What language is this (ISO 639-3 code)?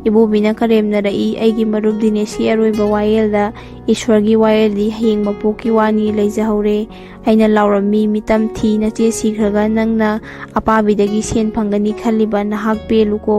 mni